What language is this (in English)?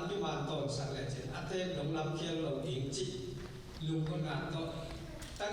Tedim Chin